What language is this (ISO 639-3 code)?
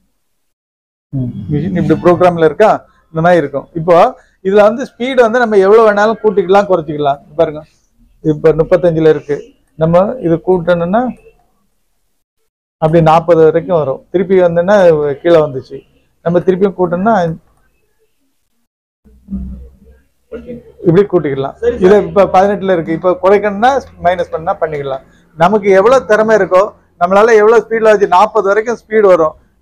tam